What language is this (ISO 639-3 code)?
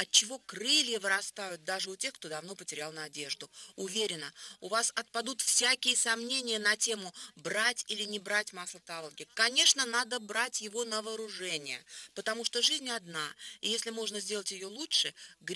rus